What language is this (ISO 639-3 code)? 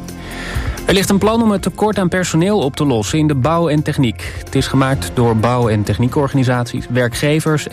nld